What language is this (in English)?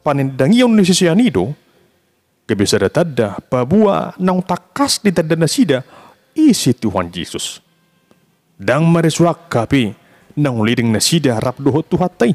Batak Toba